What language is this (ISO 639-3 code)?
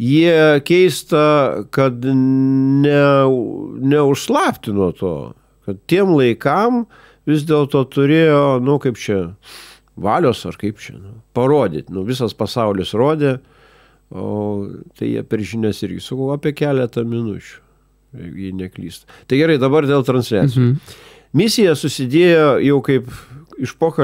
lit